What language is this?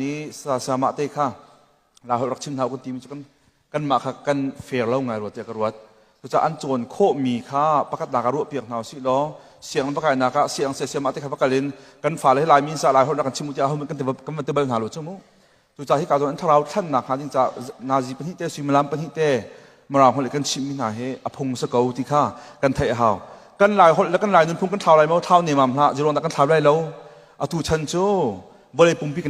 Hakha Chin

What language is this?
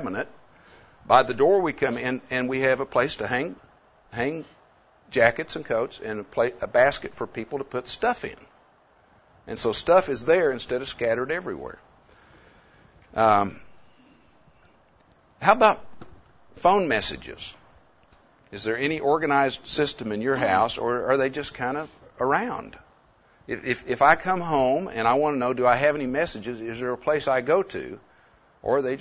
English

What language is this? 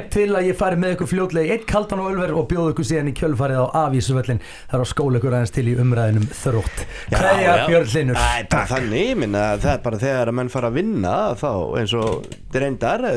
Icelandic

